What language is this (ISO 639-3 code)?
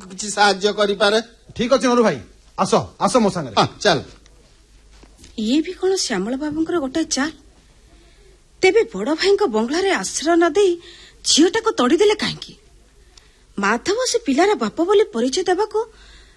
ori